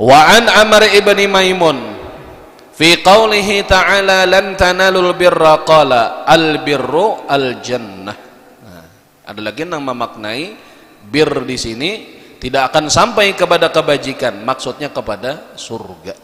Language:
Banjar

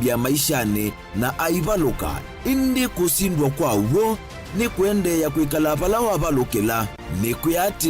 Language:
Kamba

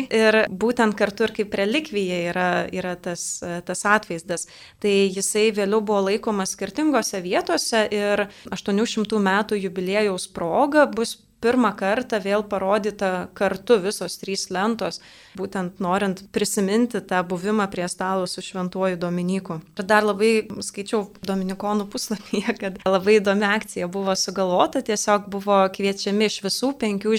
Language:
Lithuanian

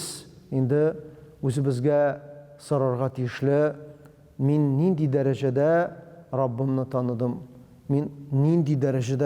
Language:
Tatar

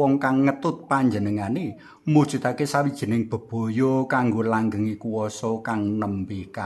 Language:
Javanese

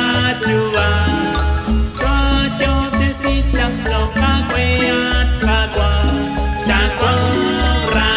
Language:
Kekchí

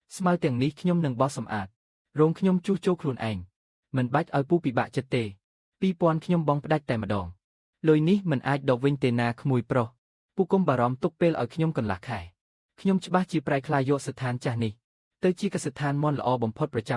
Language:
Khmer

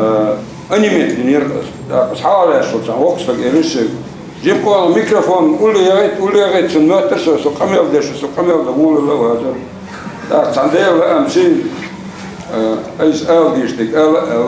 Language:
Ingush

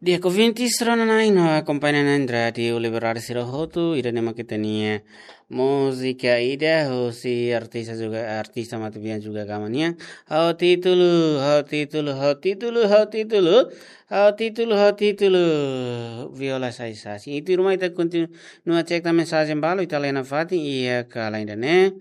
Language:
Tetum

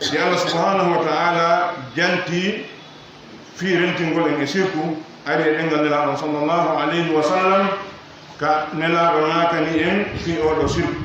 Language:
Pular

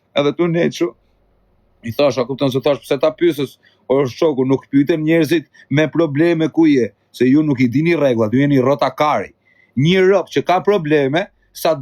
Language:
Albanian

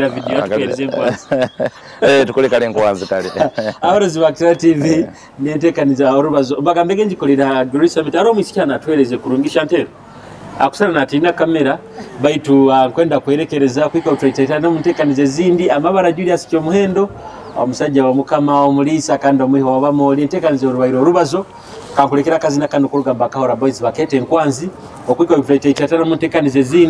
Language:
Nyoro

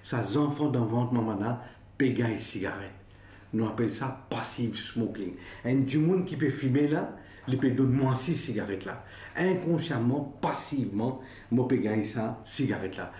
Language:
Morisyen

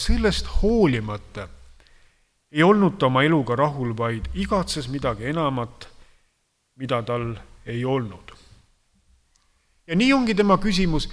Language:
Estonian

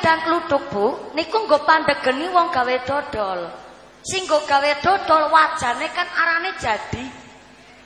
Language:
Javanese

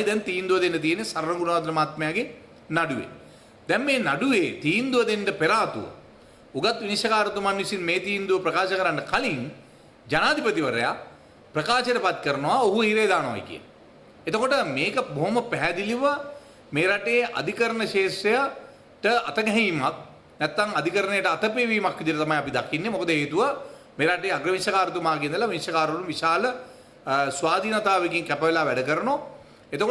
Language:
Sinhala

